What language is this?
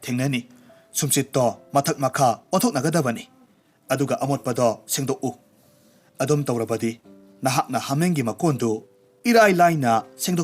Manipuri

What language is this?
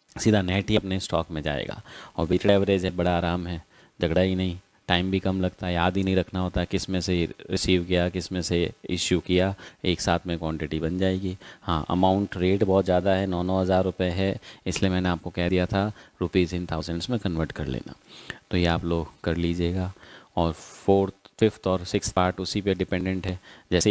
Hindi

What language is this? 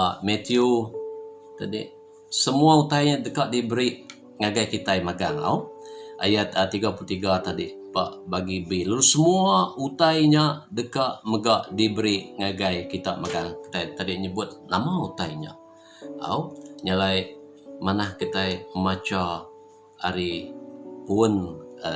Iban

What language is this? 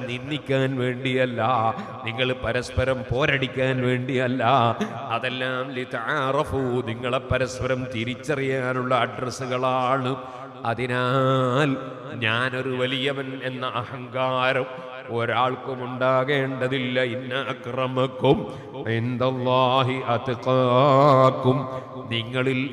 Malayalam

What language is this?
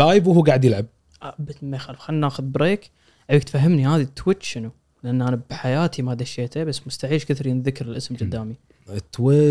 Gulf Arabic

